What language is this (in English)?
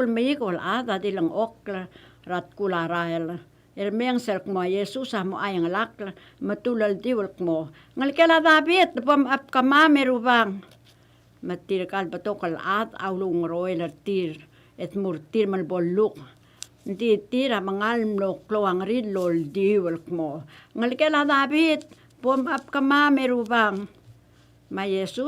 Palauan